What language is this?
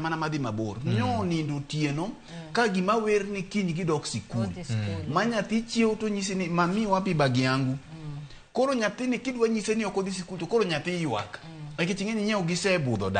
Luo (Kenya and Tanzania)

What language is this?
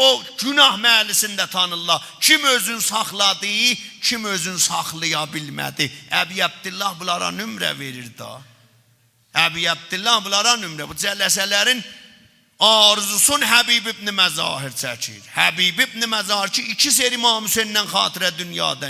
South Azerbaijani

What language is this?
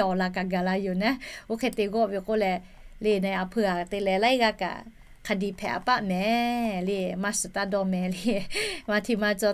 Lahu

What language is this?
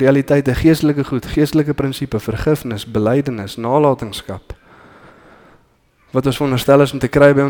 Afrikaans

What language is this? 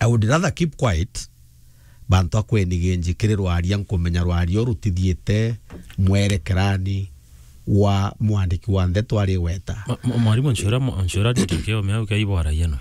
Meru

